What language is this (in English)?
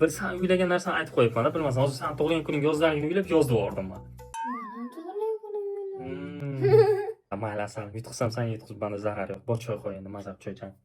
Uzbek